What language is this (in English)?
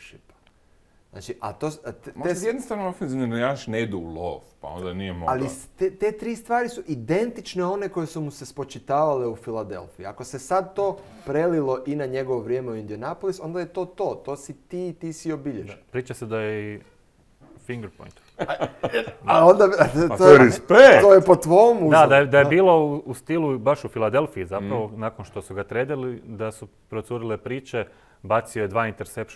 Croatian